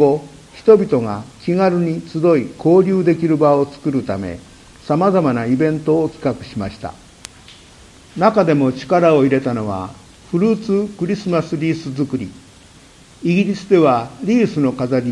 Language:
Japanese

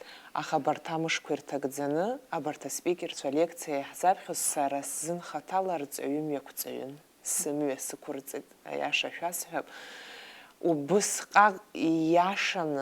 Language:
Abkhazian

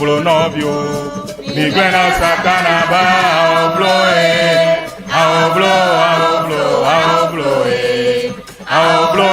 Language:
Ewe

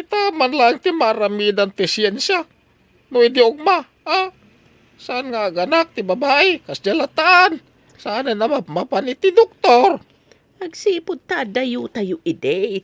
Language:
Iloko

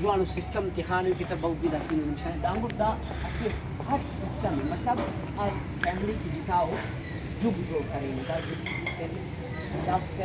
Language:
Brahui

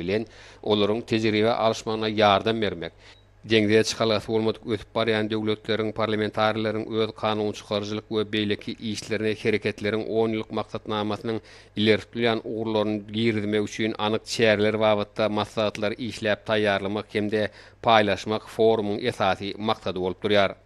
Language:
Turkmen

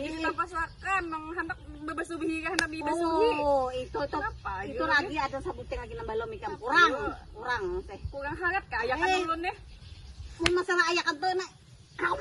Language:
Banjar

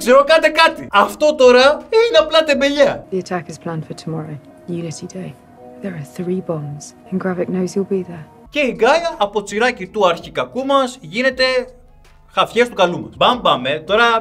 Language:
Greek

